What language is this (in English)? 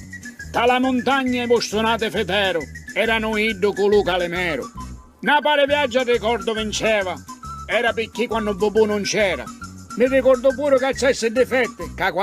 Sicilian